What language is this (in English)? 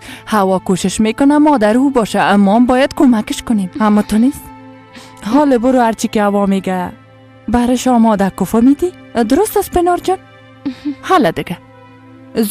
Persian